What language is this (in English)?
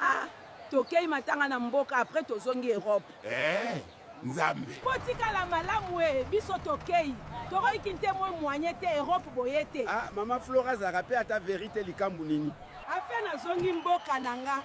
Lingala